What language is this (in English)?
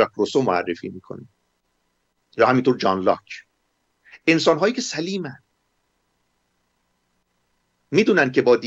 Persian